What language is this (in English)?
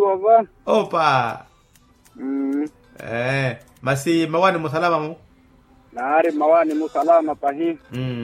Makhuwa